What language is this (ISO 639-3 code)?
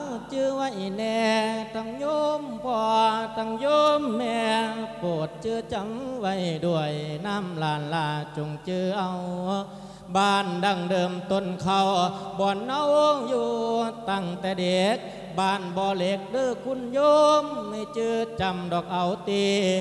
lao